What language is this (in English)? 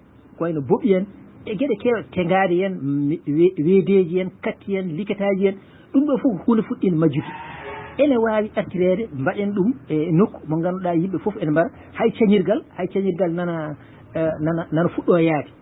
Fula